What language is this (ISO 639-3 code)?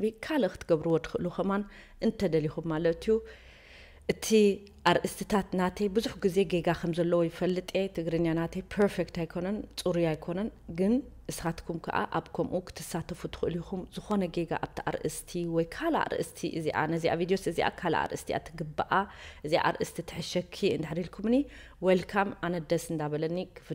tir